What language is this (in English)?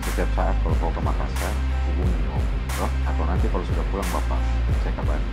Makassar Malay